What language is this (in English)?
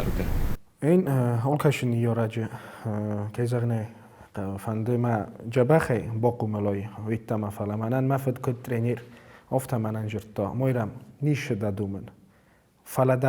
Ossetic